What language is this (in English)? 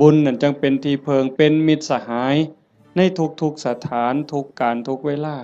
Northeastern Thai